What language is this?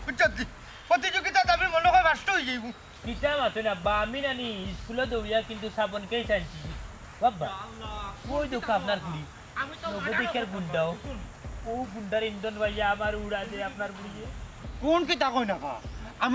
Sylheti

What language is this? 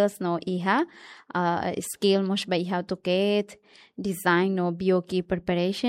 Tetum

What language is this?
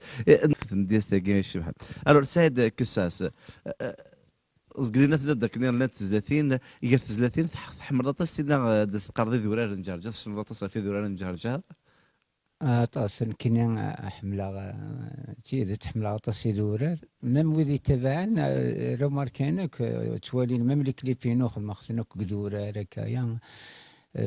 Kabyle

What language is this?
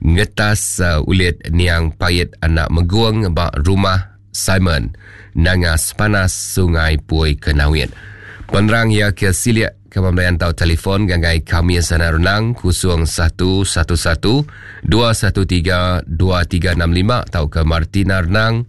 Iban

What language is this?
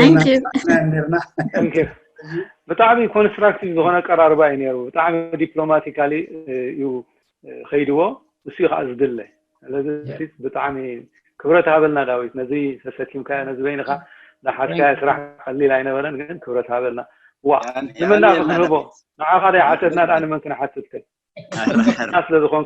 Tigrinya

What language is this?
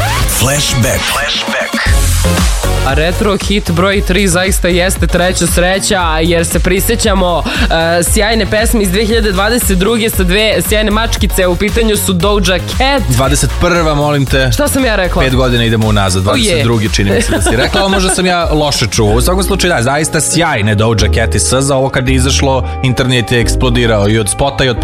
Serbian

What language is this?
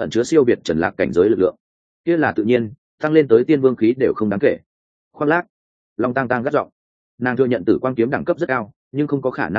Vietnamese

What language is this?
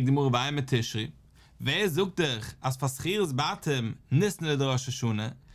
Yiddish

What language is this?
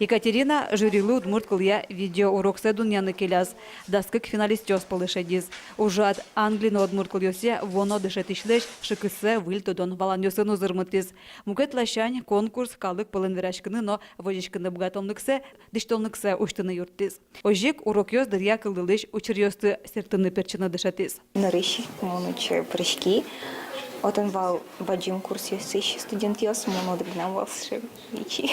Udmurt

